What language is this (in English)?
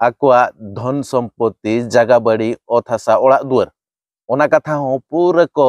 Santali